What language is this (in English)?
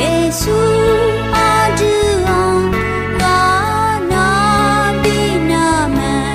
Akha